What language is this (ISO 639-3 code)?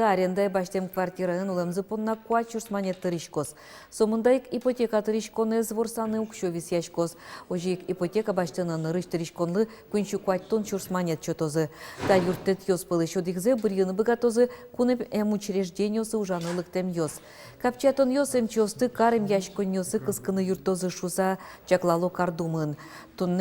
udm